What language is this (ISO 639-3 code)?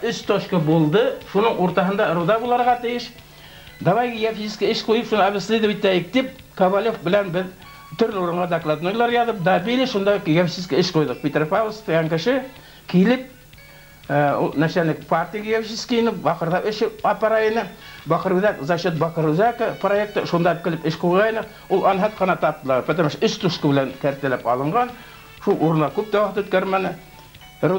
bak